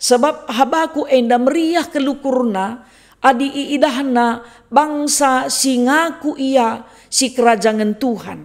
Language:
Batak Karo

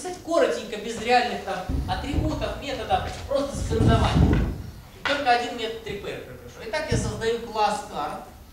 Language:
Russian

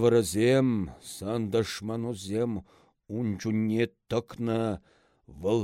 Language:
Chuvash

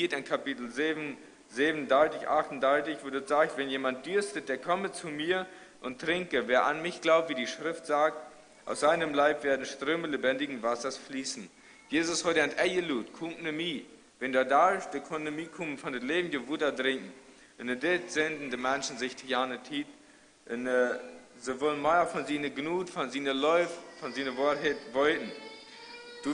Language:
Plautdietsch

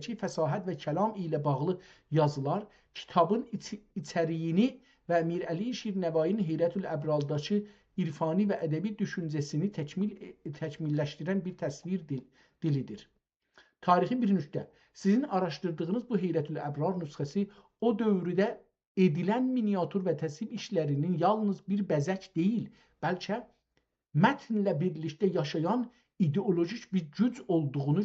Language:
South Azerbaijani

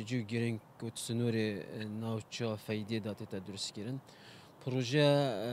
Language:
Kurdish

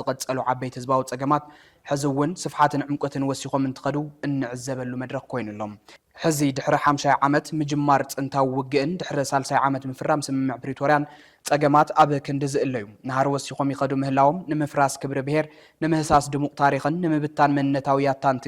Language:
Tigrinya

